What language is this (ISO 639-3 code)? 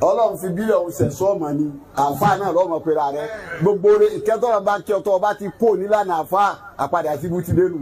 yor